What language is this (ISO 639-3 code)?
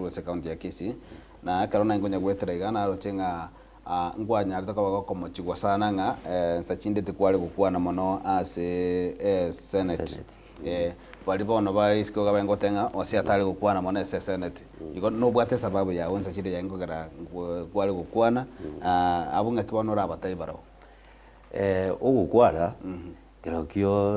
guz